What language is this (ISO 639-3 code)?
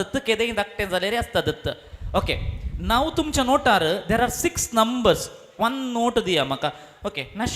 kok